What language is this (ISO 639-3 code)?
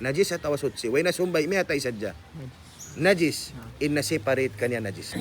tsg